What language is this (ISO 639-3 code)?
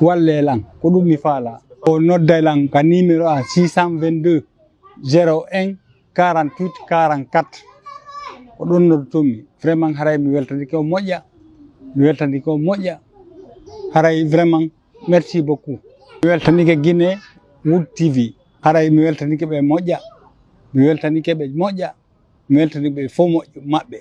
ful